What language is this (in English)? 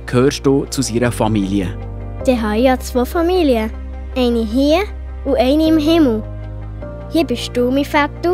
Swiss German